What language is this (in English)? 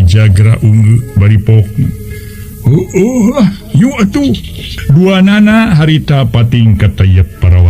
Sundanese